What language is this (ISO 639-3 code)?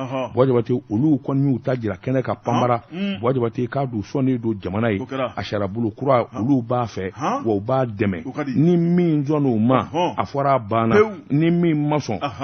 bam